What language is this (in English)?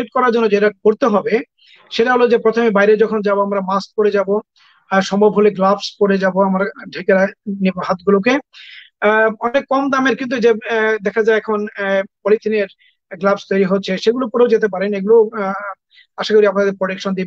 Bangla